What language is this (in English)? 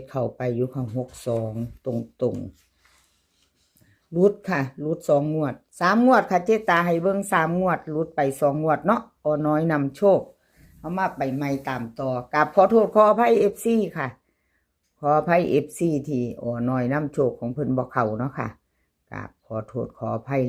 Northeastern Thai